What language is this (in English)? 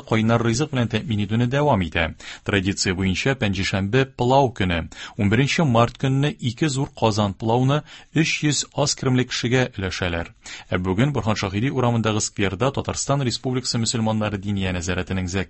Tatar